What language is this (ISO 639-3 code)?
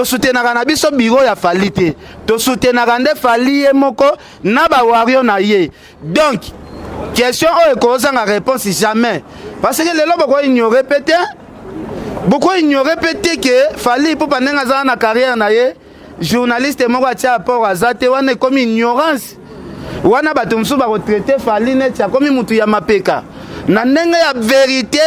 lin